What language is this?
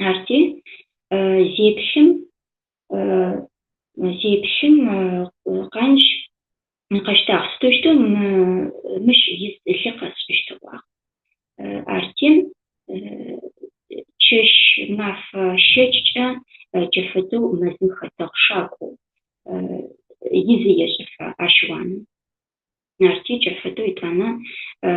Adyghe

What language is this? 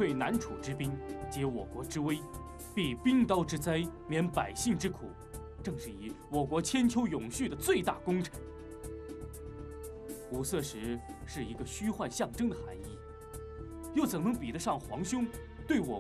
Chinese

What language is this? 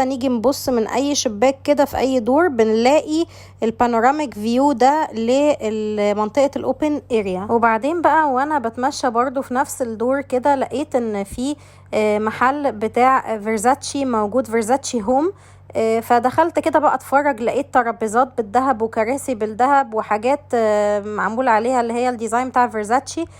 Egyptian Arabic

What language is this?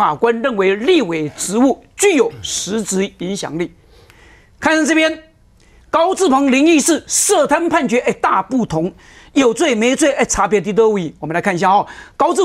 Chinese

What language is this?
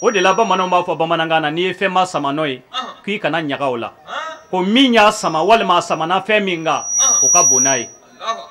Bambara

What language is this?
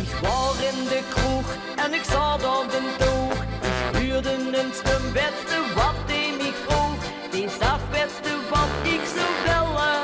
Limburgish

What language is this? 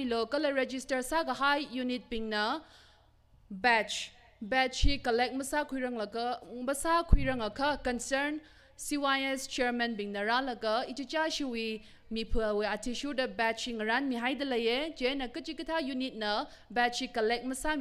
Tangkhul Naga (India)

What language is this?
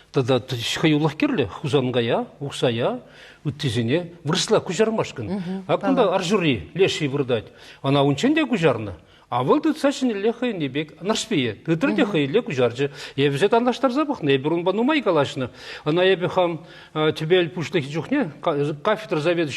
Chuvash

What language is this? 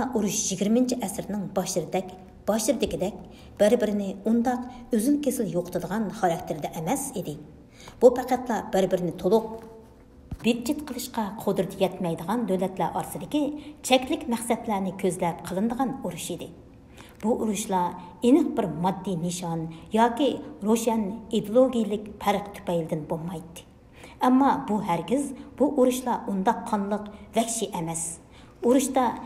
Uyghur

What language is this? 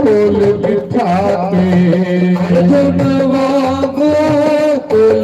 Dogri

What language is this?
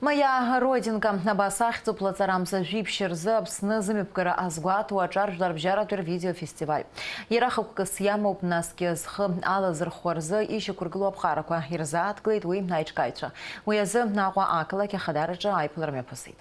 Abkhazian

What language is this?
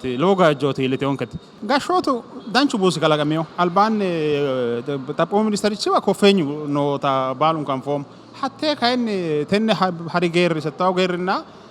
Sidamo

